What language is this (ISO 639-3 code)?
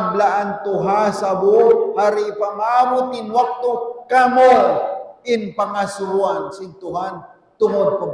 tsg